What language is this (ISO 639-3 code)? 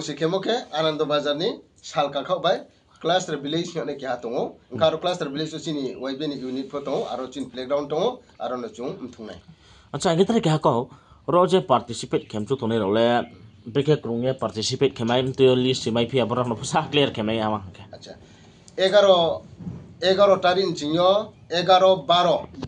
ria